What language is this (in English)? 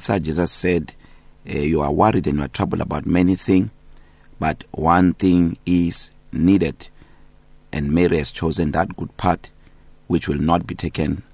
English